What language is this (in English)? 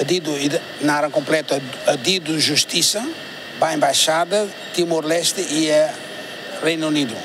Tetum